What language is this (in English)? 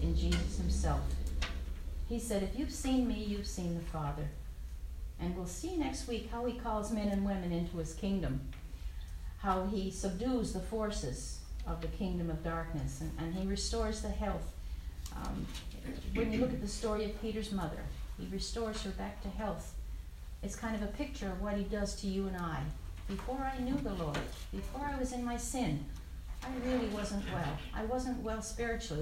English